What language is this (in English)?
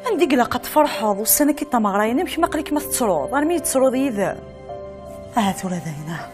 Kabyle